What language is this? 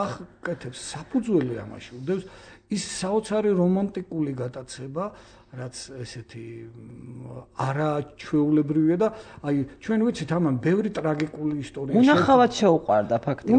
Georgian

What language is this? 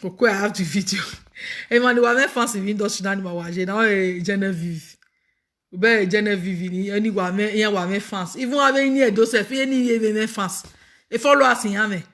Nigerian Pidgin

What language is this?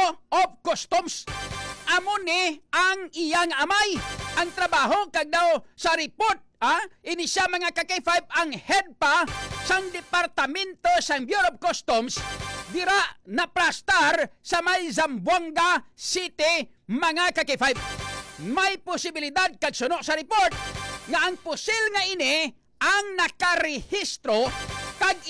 Hiligaynon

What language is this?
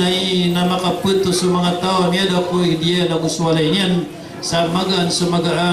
Maranao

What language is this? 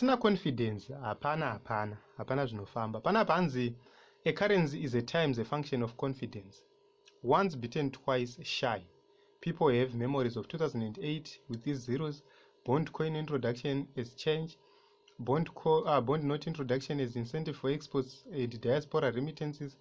Shona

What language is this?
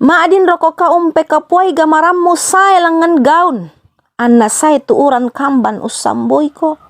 Toraja-Sa'dan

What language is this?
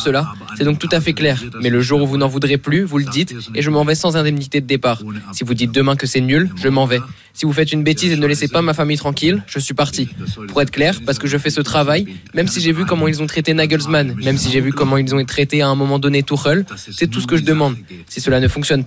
French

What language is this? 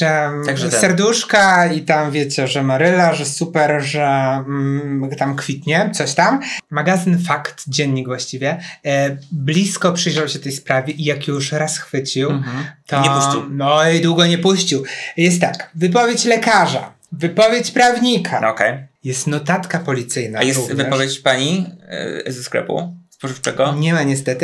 Polish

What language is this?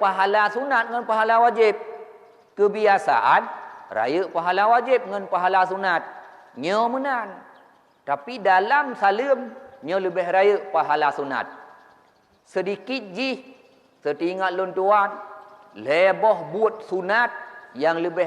Achinese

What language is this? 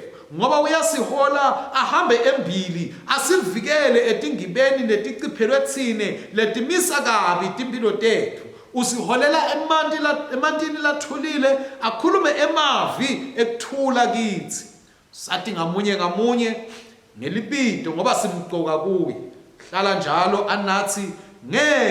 Swati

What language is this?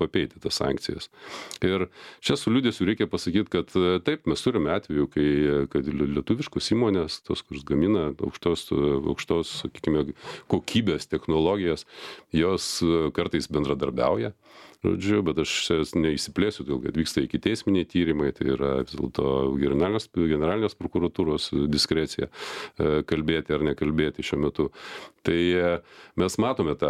Lithuanian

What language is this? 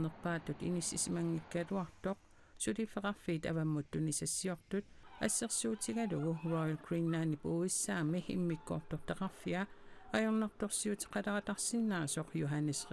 Kalaallisut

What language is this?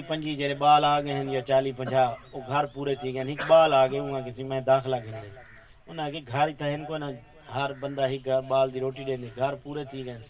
Saraiki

